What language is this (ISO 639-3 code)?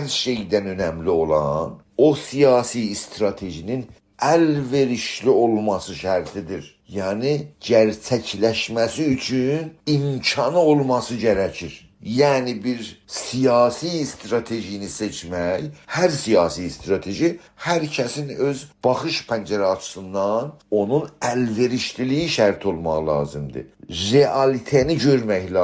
azb